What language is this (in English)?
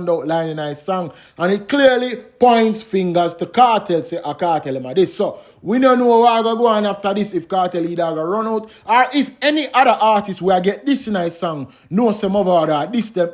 Jamaican Creole English